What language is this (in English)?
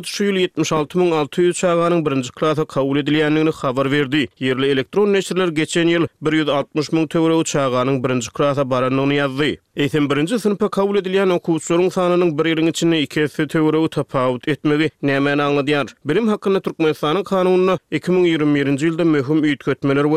Turkmen